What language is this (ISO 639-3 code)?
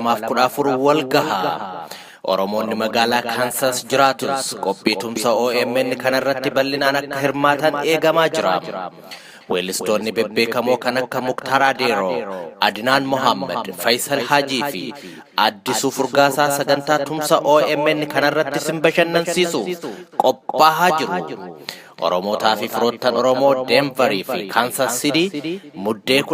orm